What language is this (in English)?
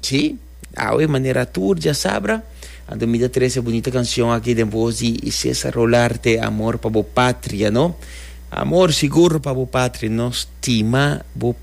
Papiamento